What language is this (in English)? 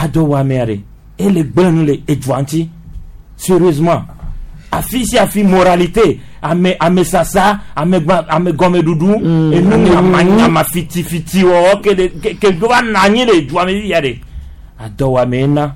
Gen